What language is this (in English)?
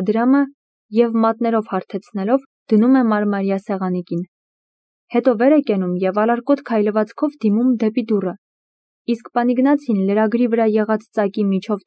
Armenian